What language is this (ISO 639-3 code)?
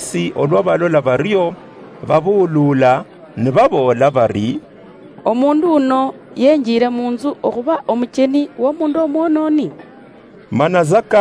luy